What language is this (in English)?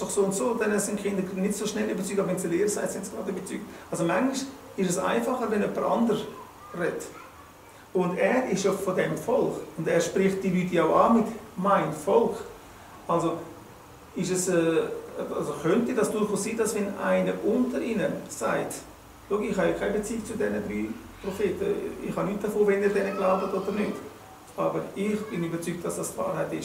Swiss German